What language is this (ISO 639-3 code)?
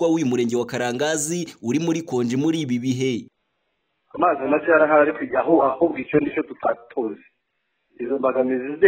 kin